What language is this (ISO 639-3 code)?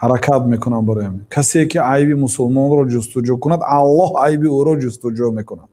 tgk